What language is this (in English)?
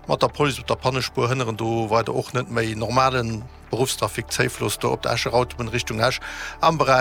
Luxembourgish